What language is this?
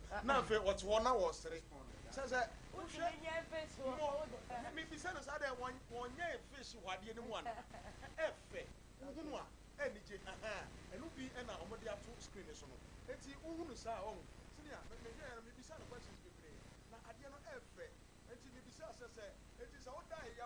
Akan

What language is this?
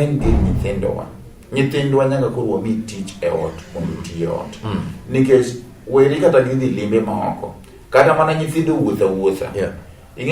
Luo (Kenya and Tanzania)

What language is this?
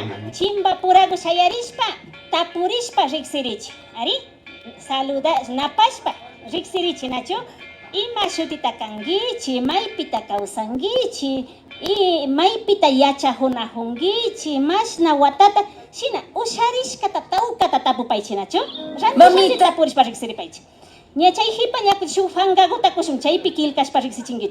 Imbabura Highland Quichua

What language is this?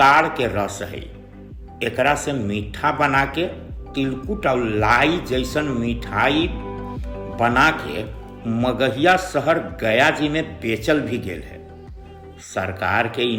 Magahi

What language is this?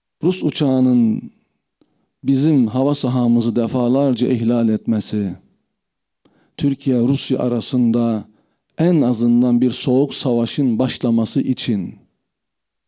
Turkish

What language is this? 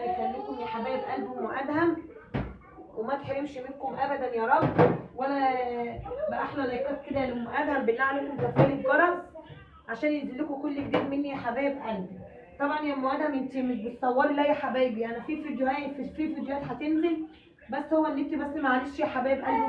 Egyptian Arabic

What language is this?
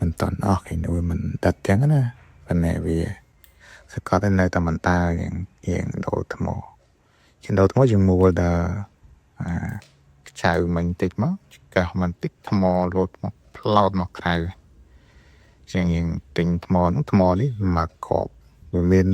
Khmer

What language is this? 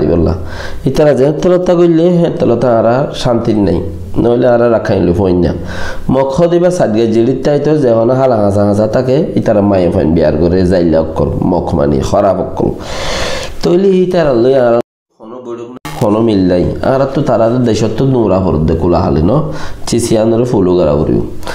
Rohingya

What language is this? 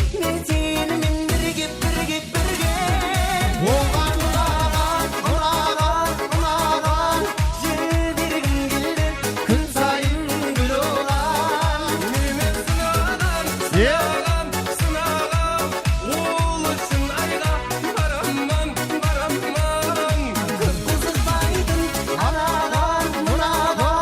Kara-Kalpak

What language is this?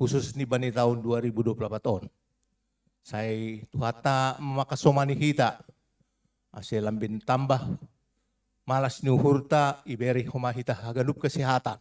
Batak Simalungun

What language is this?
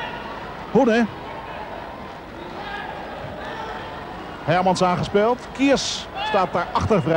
Dutch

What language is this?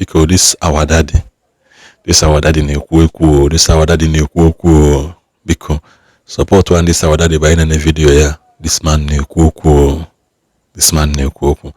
Igbo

